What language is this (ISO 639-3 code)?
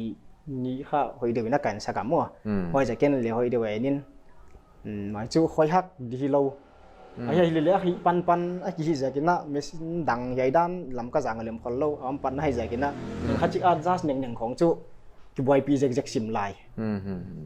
pck